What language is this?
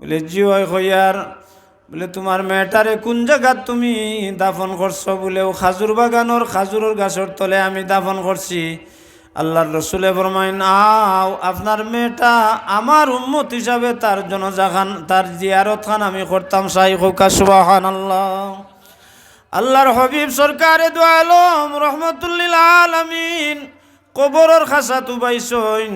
Sylheti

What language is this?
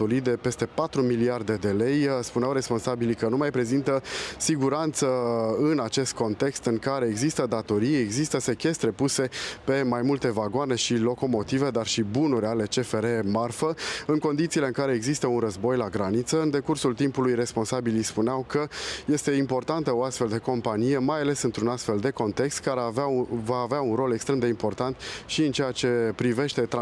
Romanian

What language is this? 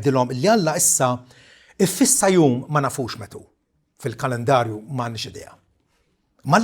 Maltese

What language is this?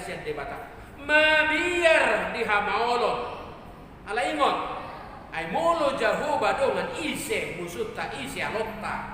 Batak Toba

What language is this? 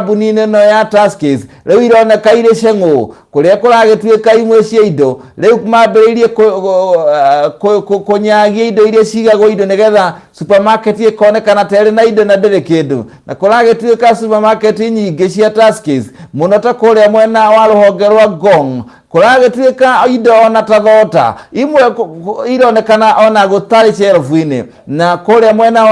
Kikuyu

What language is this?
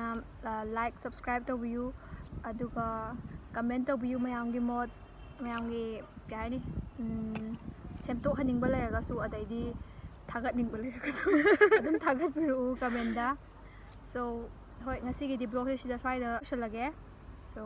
Manipuri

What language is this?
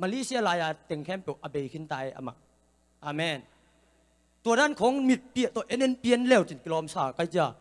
Tedim Chin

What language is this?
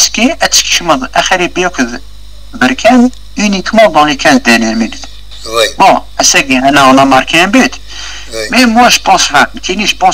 Kabyle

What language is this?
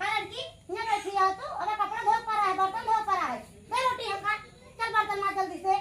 Awadhi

